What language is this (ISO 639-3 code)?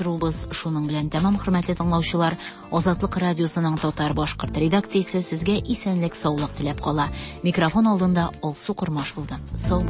tat